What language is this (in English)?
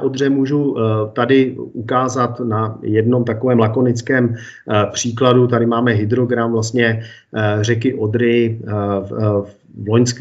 Czech